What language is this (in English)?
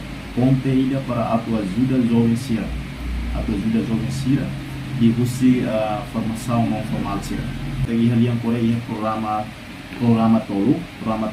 Tetum